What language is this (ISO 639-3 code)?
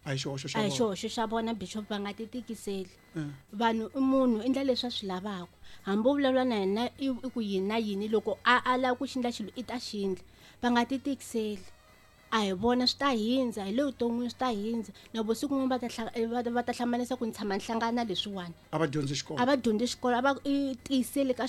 tso